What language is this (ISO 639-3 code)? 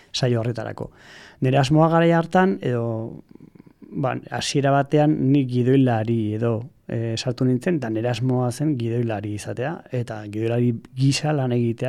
eus